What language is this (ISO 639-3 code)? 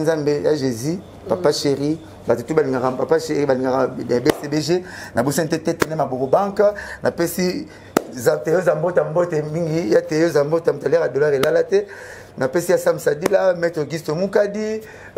lin